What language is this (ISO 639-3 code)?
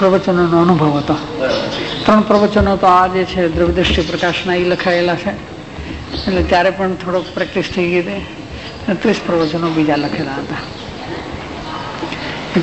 guj